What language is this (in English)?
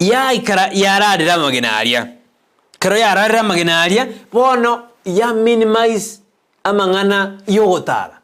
Gusii